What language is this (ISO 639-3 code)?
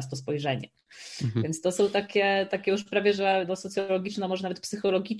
pol